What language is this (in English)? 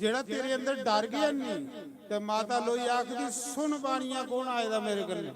Dogri